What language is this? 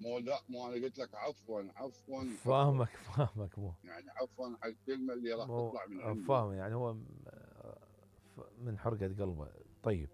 Mesopotamian Arabic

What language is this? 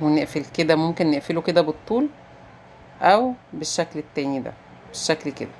Egyptian Arabic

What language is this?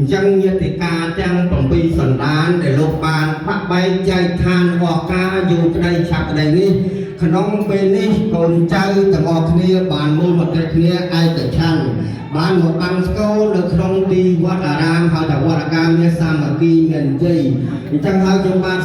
Khmer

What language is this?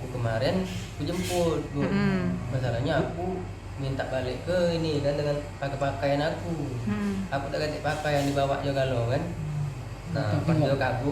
Musi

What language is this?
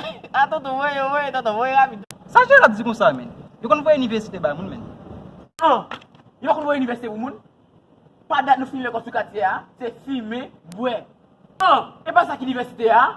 Haitian Creole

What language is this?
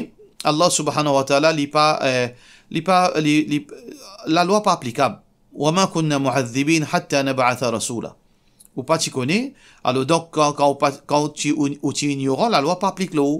Morisyen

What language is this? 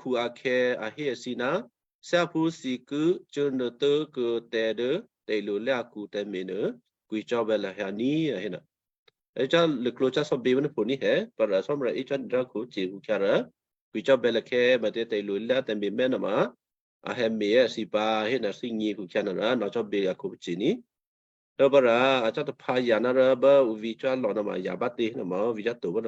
Western Kayah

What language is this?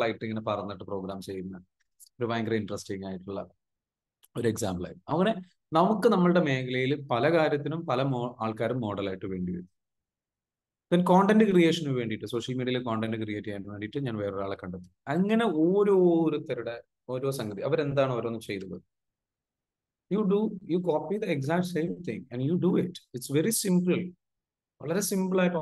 Malayalam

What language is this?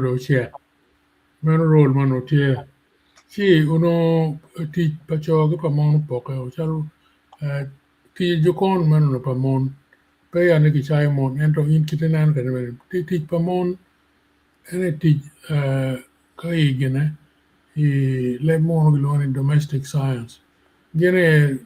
Acoli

